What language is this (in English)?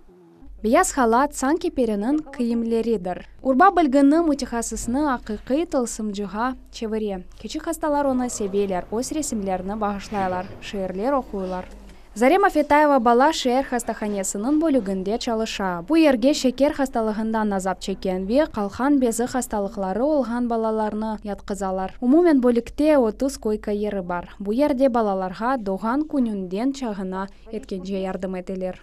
Crimean Tatar